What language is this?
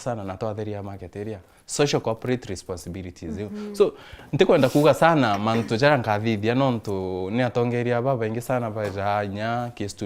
Meru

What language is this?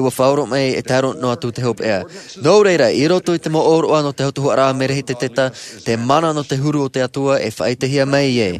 Tahitian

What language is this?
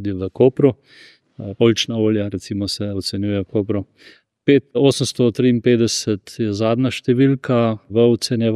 Slovenian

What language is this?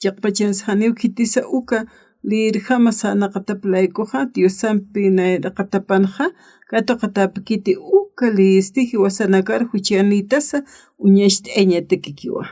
Aymara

